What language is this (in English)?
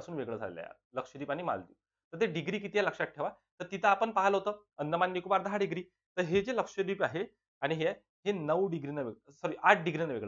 Marathi